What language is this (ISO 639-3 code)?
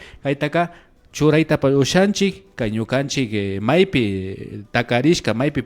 qvi